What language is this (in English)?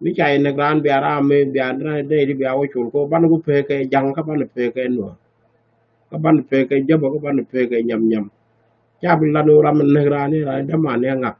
Nuer